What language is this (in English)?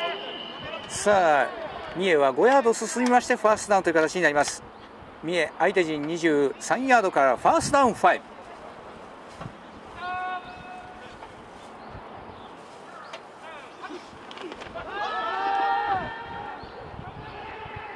Japanese